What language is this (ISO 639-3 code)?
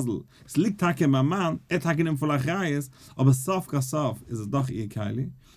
yid